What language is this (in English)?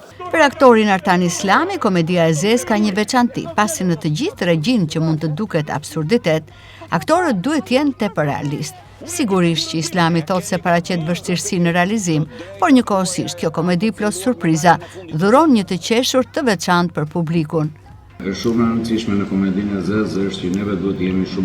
Albanian